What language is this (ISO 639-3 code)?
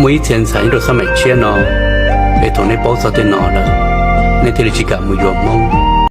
hmn